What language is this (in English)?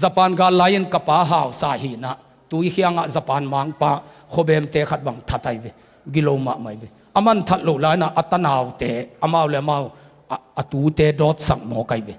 Tedim Chin